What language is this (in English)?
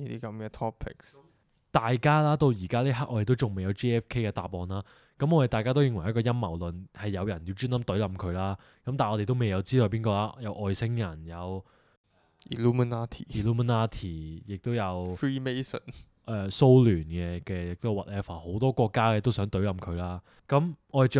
Cantonese